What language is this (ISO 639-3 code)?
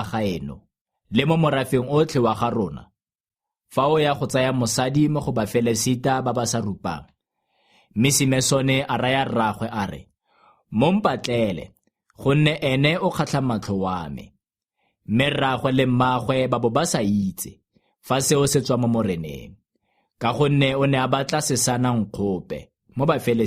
tsn